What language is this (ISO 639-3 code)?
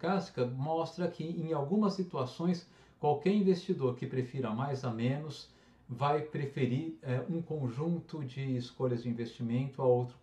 por